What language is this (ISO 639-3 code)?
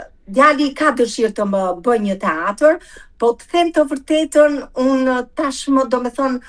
sqi